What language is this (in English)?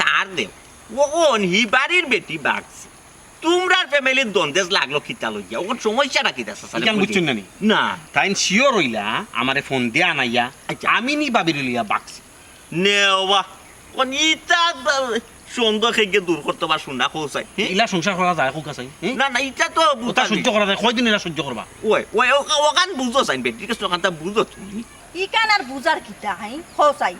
Sylheti